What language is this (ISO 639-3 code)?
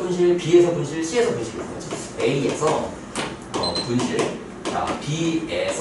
kor